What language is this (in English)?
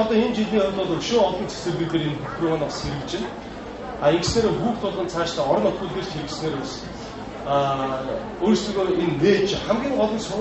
Mongolian